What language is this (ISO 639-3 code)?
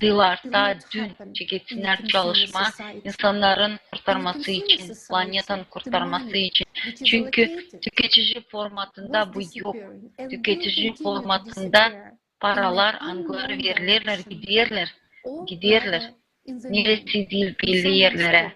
gag